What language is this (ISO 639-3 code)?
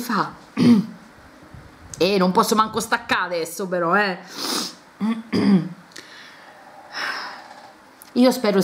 ita